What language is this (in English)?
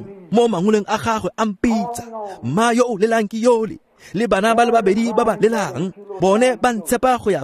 Tswana